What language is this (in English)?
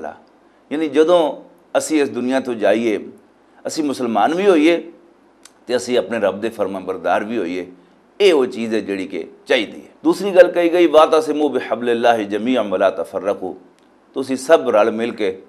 Western Panjabi